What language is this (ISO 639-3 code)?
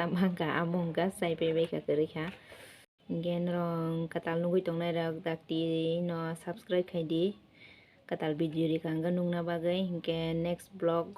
trp